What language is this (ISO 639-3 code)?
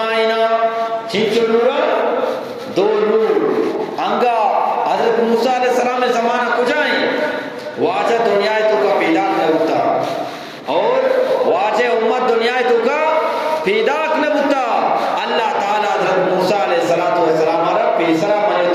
bgp